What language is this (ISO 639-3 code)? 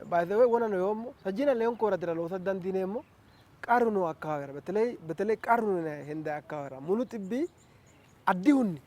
sid